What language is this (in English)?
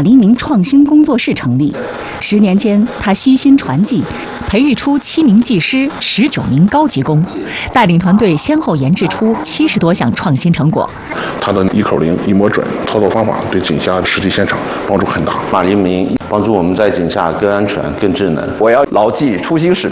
Chinese